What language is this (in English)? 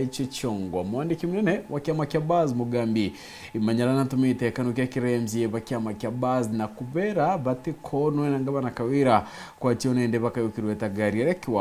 Meru